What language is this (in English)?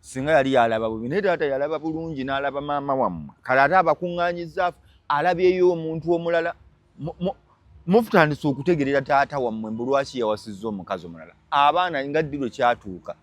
Ganda